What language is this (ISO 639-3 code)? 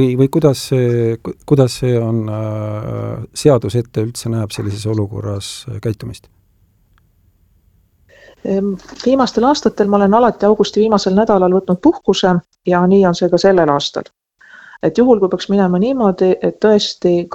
est